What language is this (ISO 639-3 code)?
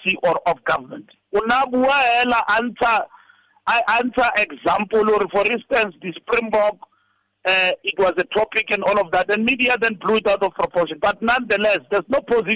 tsn